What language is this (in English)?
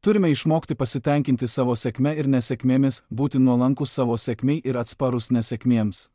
Lithuanian